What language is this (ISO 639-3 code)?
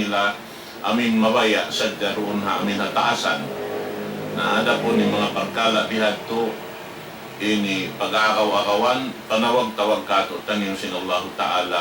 tsg